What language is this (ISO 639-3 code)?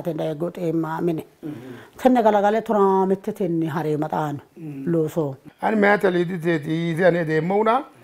sid